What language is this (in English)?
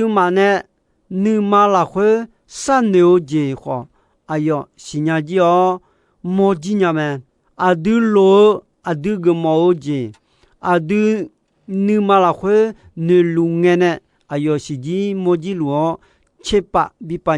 Akha